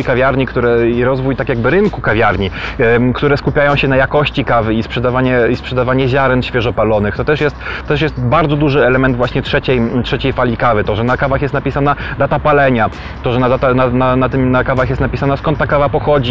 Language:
Polish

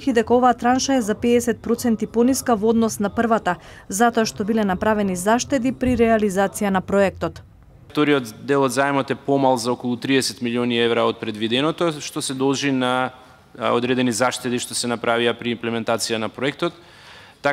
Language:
Macedonian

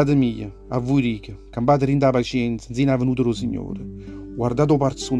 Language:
Neapolitan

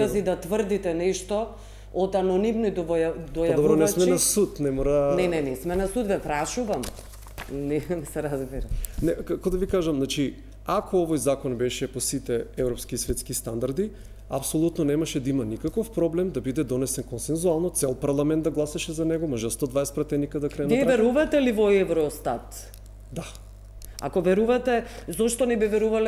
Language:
Macedonian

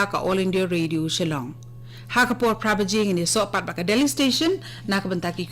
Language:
Khasi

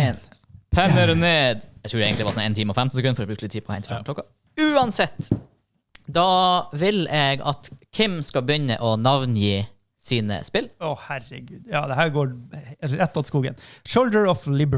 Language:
Norwegian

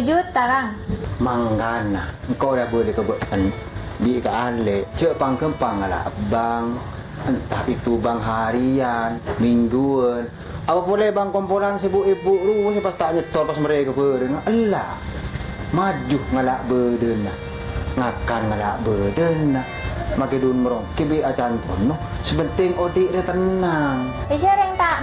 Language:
Madurese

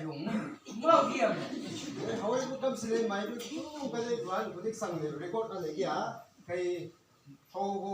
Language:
Chang Naga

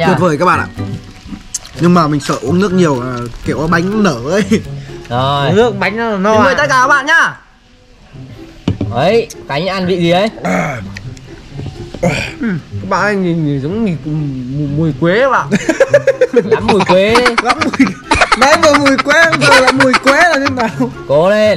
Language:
Vietnamese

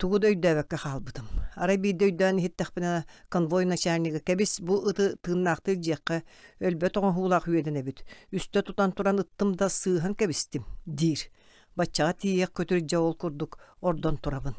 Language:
Yakut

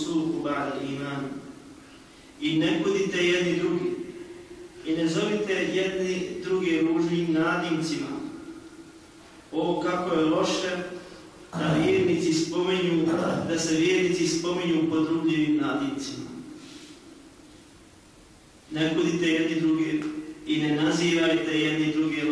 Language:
Bosnian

